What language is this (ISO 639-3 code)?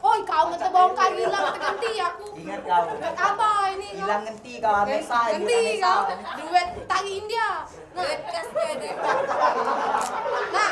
mui